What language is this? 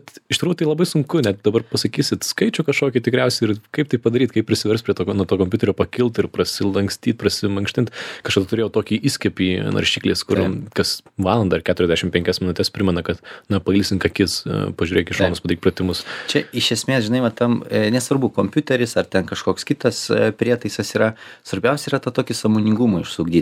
Lithuanian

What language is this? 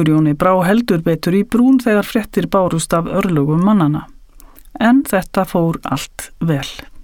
Icelandic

